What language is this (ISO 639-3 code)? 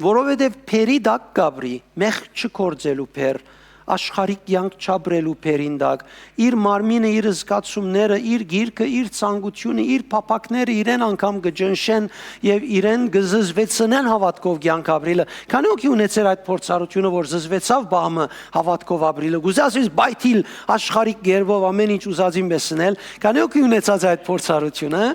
hyw